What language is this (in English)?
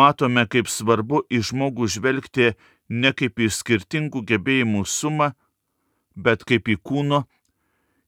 Lithuanian